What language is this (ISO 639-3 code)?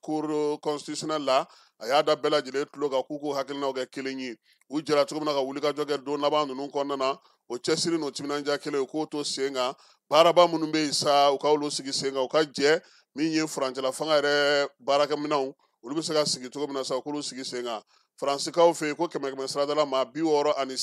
bam